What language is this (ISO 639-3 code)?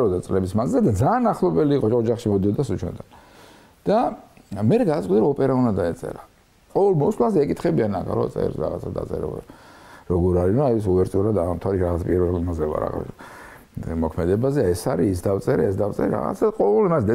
kat